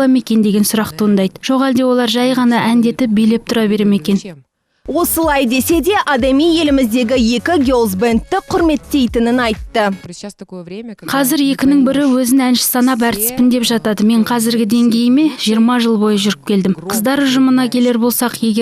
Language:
Kazakh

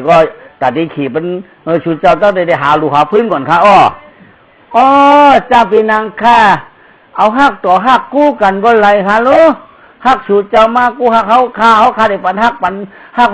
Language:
Shan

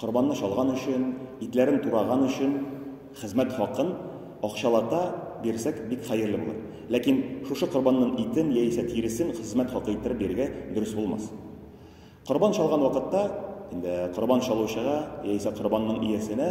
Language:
Tatar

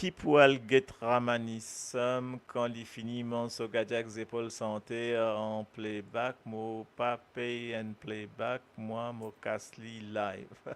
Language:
Morisyen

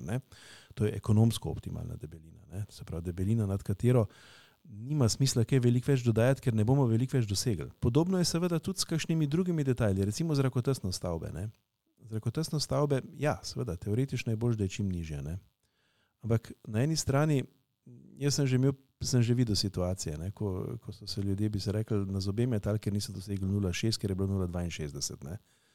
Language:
Slovenian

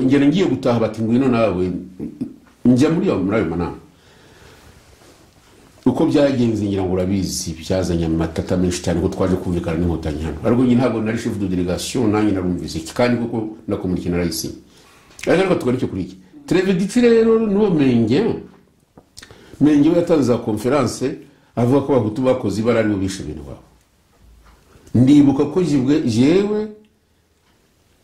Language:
Kinyarwanda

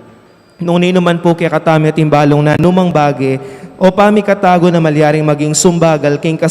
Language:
Pampanga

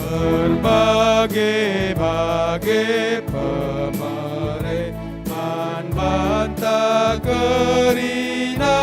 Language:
Batak Karo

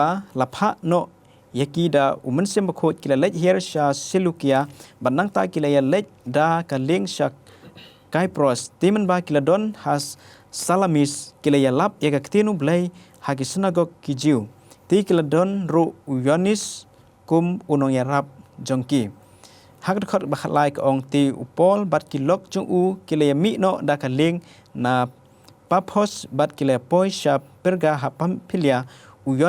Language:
Khasi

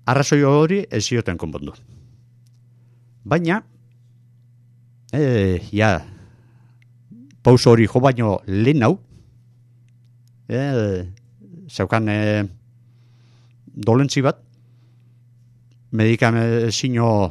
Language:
Basque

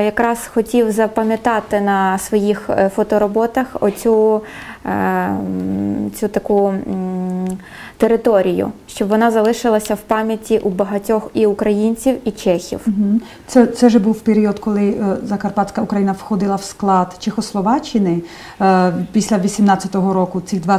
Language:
Ukrainian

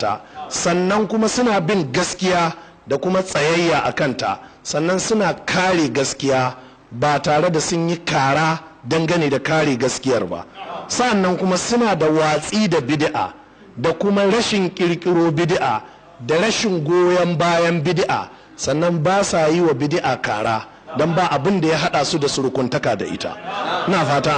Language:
Hausa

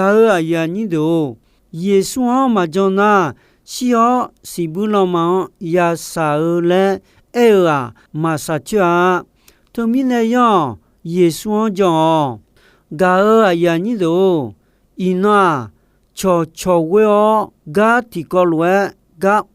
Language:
Akha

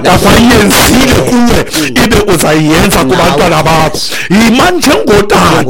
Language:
Xhosa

